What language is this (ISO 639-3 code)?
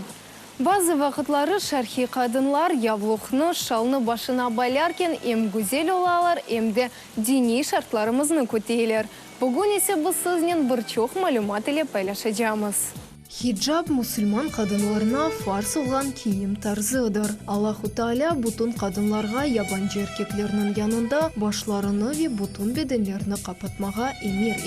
crh